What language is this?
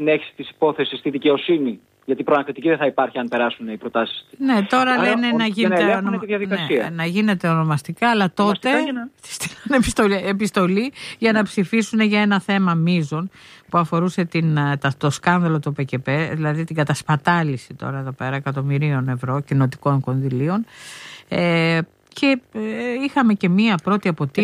Greek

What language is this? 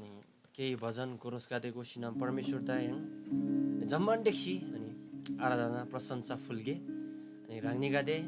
Eastern Tamang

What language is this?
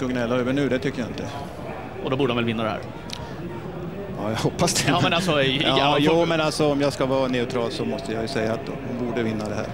Swedish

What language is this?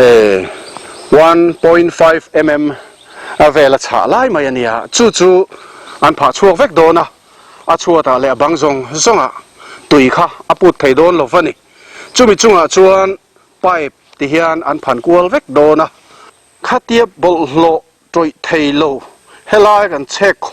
Mizo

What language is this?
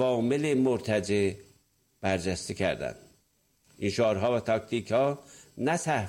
Persian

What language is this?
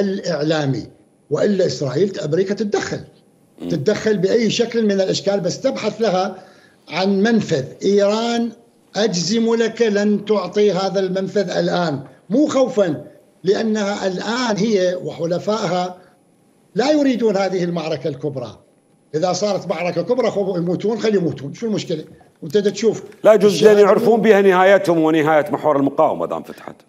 Mesopotamian Arabic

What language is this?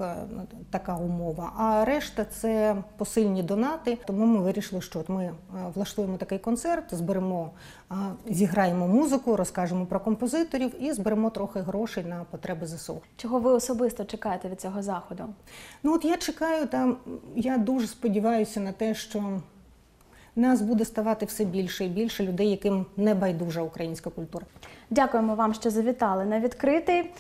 Ukrainian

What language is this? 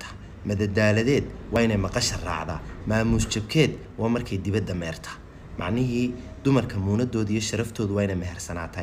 Somali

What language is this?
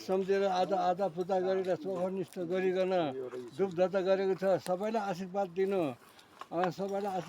Nepali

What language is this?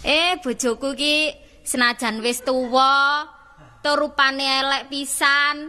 Javanese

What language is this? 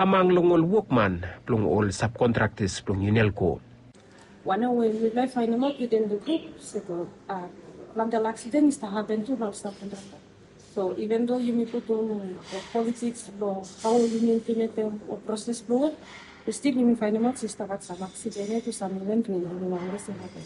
Bislama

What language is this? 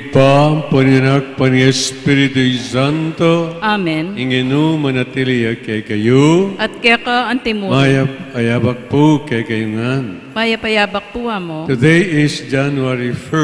Pampanga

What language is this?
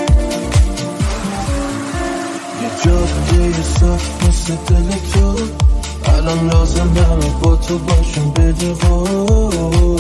Persian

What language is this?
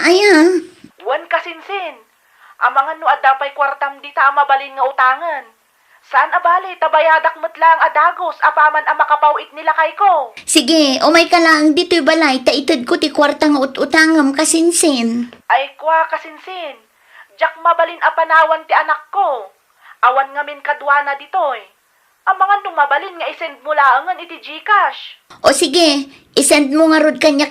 Iloko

